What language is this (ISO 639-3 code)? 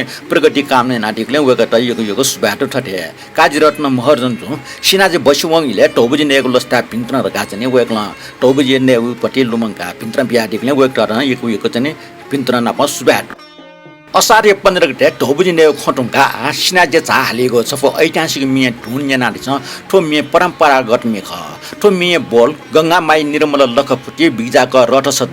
new